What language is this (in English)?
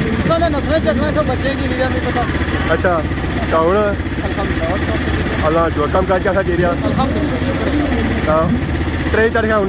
Pahari-Potwari